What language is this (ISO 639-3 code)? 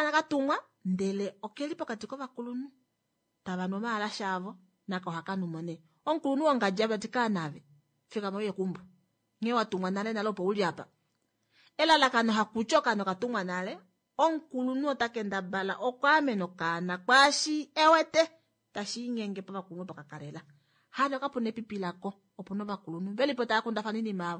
kua